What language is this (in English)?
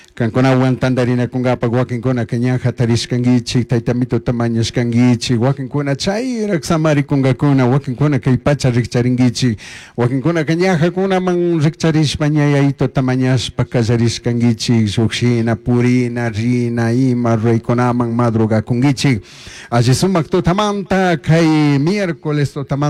Chimborazo Highland Quichua